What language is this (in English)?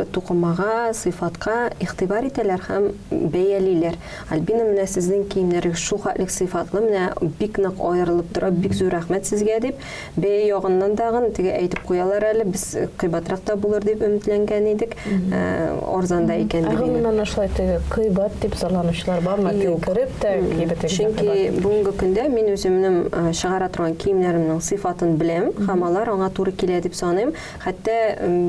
Tatar